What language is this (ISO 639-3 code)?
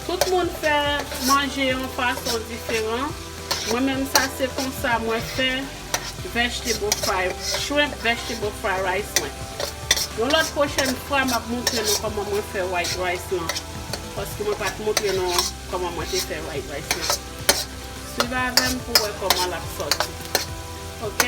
hat